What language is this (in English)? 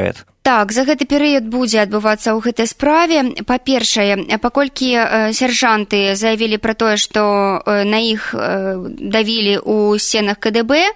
Belarusian